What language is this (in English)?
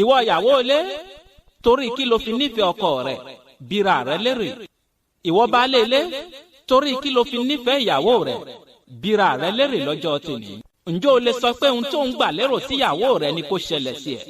Yoruba